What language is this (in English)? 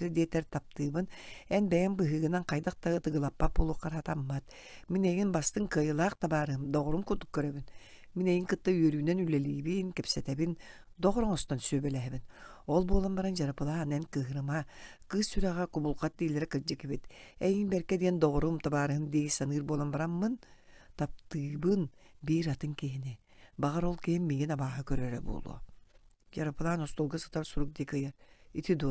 Yakut